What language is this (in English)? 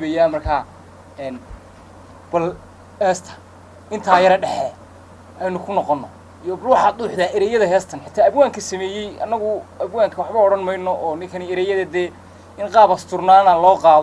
Somali